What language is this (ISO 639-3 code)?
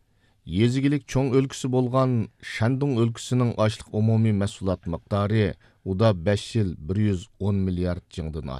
uig